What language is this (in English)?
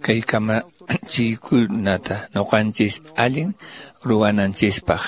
Quechua